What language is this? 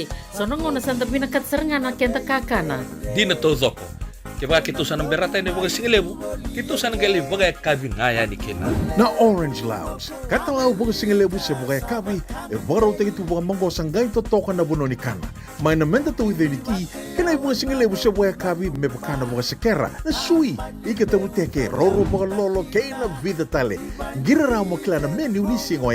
Fijian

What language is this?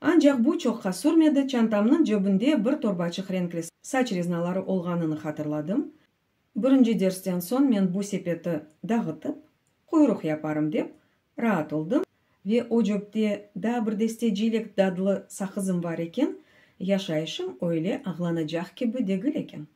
Crimean Tatar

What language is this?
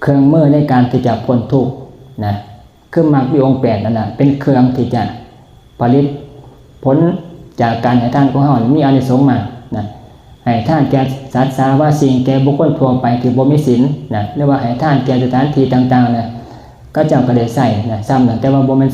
Northeastern Thai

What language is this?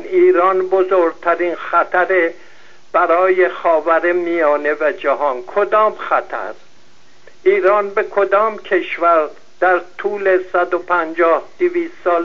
Persian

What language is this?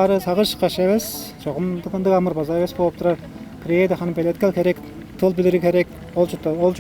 Tuvinian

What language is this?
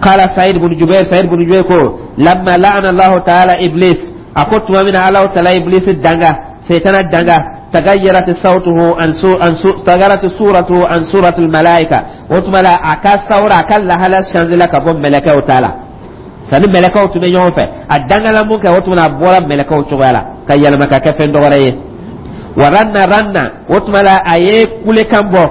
Dyula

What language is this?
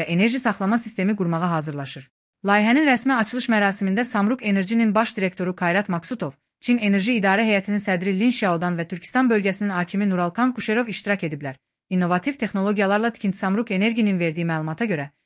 Azerbaijani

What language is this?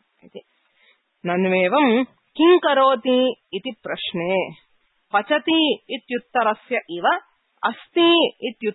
Sanskrit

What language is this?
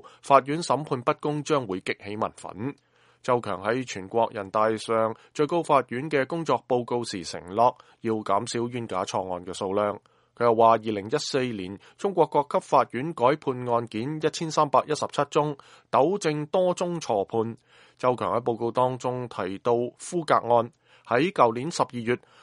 Cantonese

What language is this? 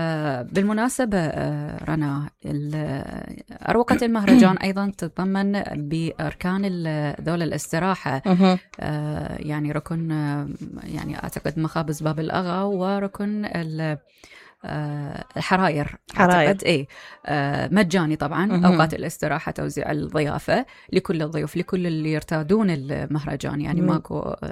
Mesopotamian Arabic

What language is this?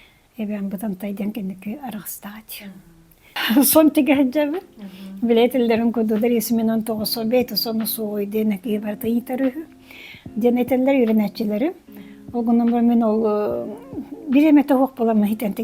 Yakut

